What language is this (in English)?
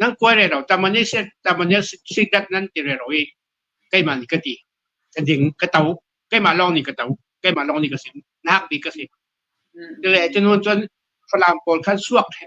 Hakha Chin